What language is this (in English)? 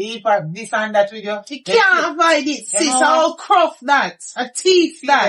Jamaican Creole English